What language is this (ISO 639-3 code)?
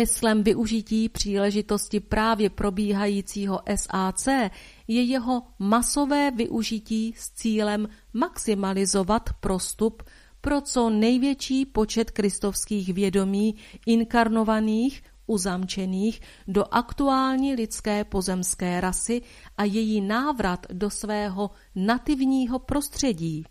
ces